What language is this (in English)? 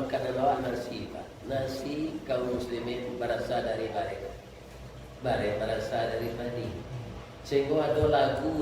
Minangkabau